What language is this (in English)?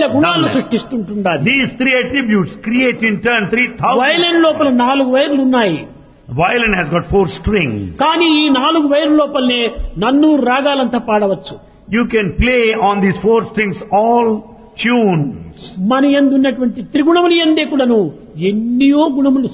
Telugu